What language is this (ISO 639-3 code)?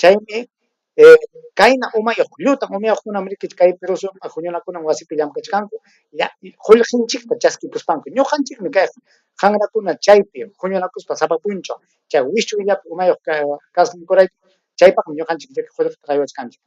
quy